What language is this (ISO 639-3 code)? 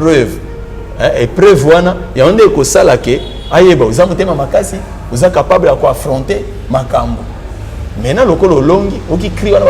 lin